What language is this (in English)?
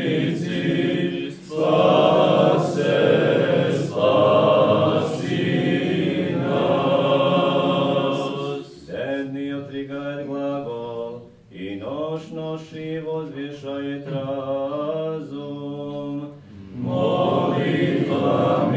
Serbian